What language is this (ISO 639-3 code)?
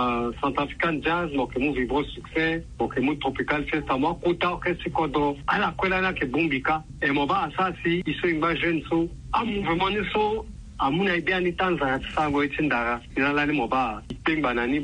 sag